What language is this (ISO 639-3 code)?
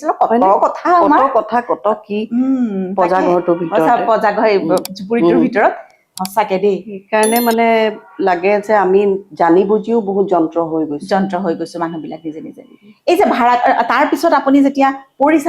asm